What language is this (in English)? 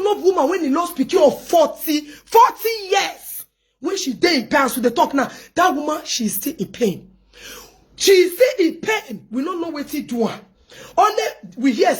Nigerian Pidgin